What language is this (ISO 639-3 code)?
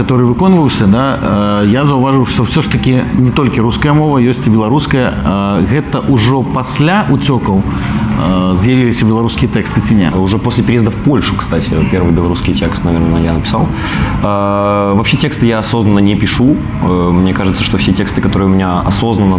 bel